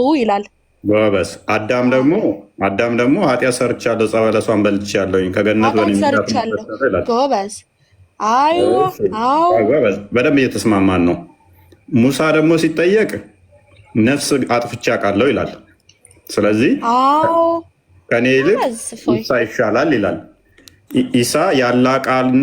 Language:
Amharic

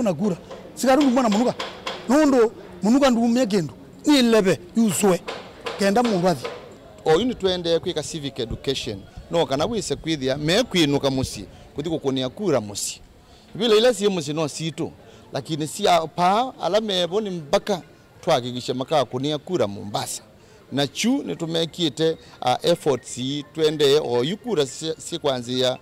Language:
Kamba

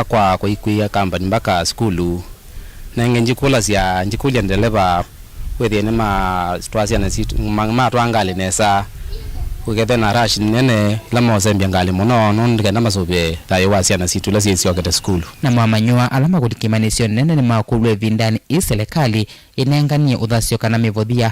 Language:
Kamba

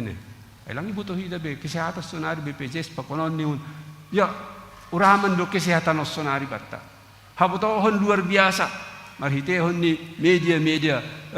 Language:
Batak Simalungun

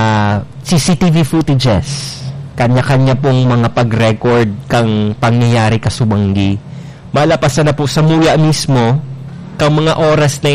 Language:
Bikol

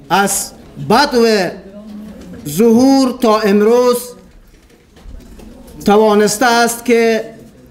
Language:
Persian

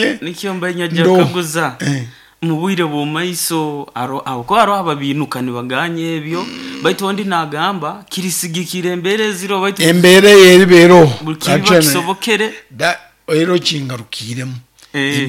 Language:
Nyoro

